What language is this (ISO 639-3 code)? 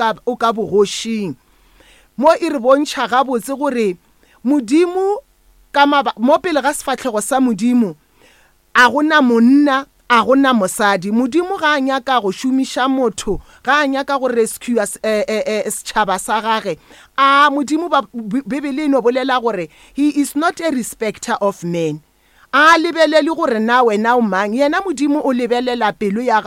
nso